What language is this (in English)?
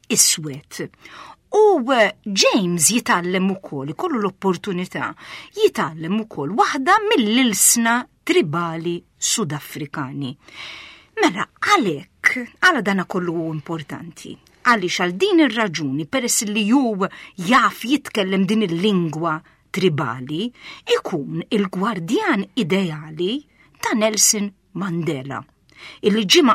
Maltese